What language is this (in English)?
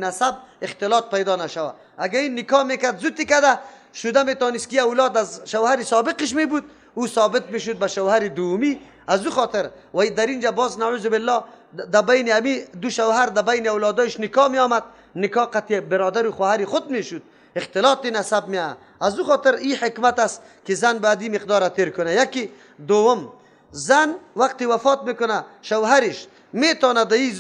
Persian